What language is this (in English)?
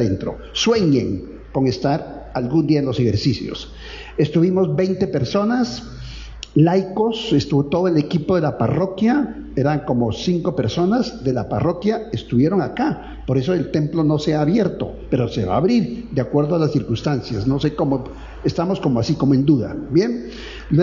Spanish